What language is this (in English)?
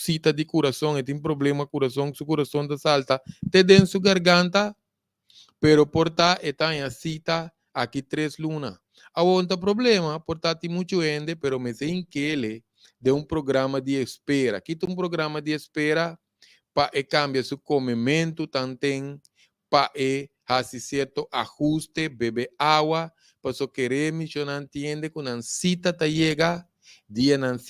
Papiamento